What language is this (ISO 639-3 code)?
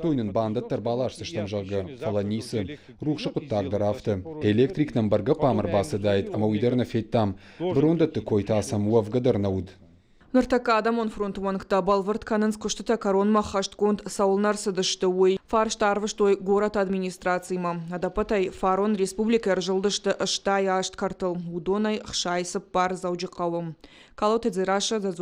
oss